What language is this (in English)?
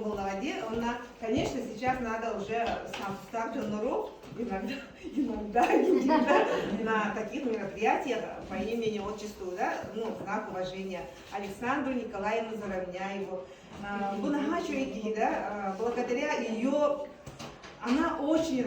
Yakut